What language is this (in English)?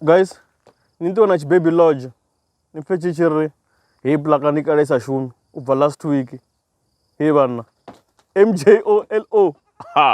Venda